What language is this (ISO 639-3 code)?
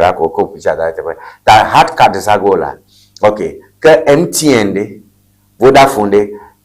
ewe